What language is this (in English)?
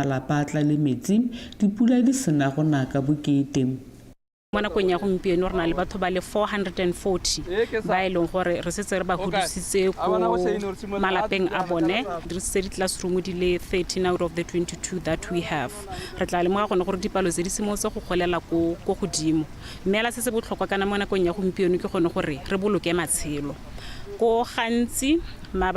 Tswana